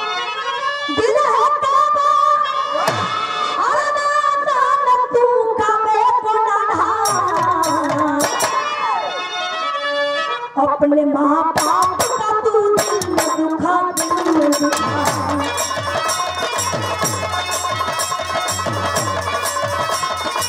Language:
Bhojpuri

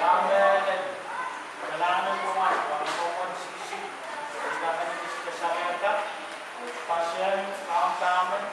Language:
Pohnpeian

